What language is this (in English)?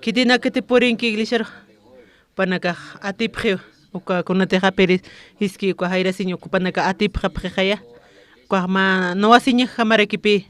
Aymara